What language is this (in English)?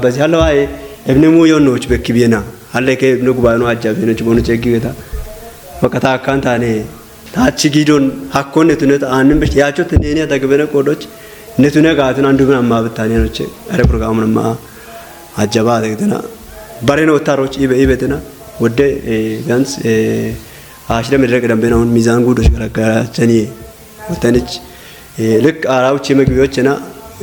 Kafa